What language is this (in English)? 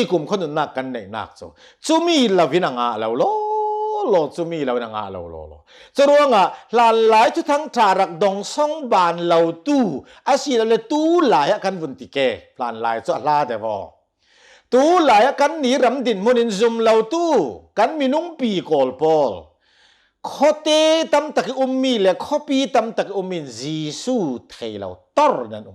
Hakha Chin